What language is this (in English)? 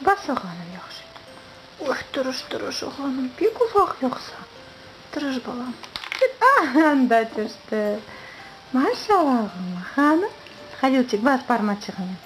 Crimean Tatar